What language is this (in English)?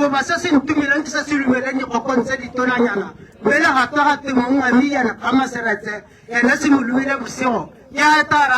Tswana